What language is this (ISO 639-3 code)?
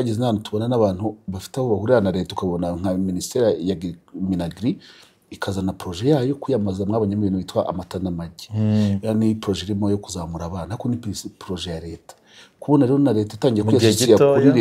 kin